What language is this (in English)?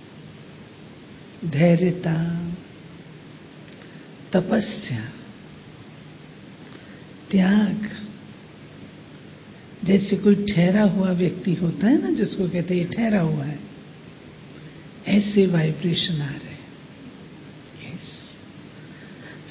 Hindi